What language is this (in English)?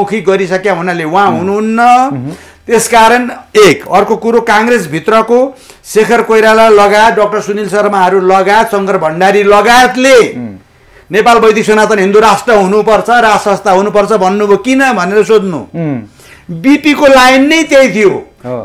Nepali